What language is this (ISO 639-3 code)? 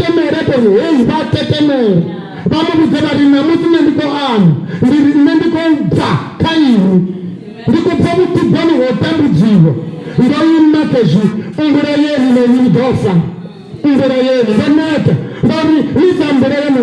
ven